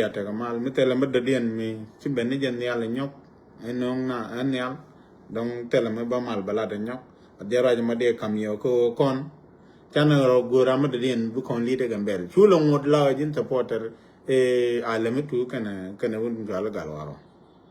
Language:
Nuer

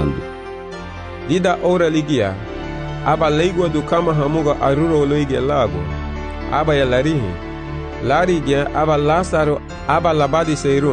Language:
Garifuna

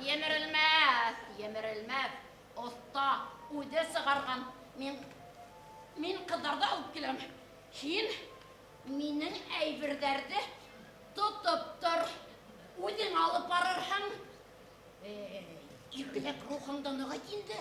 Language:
Bashkir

